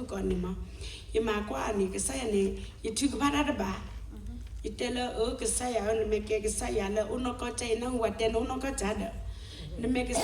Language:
S'gaw Karen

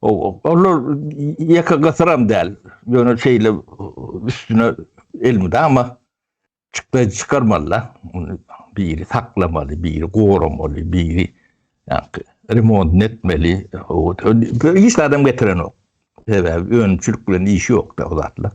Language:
Turkmen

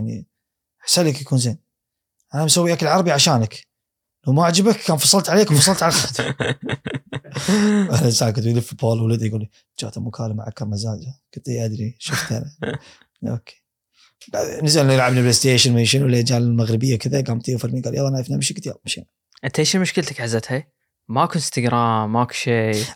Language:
Gulf Arabic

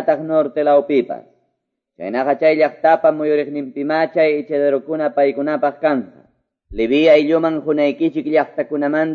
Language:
Quechua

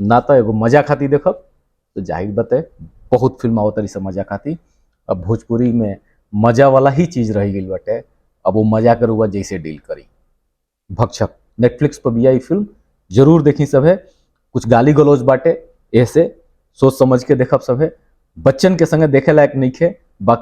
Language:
Bhojpuri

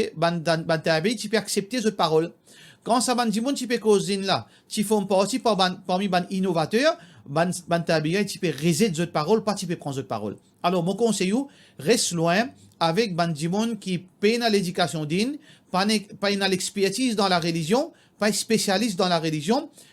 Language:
Morisyen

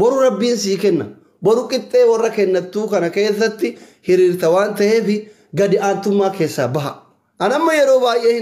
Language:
Oromo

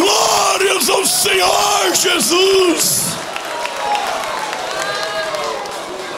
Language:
Portuguese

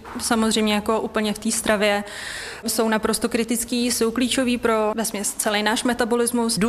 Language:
Czech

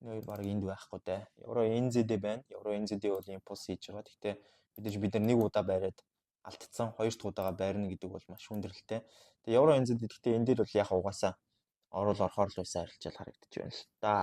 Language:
Mongolian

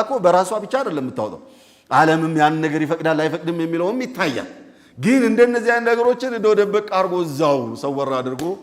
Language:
Amharic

